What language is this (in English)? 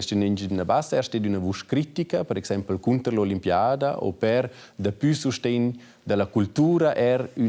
Romansh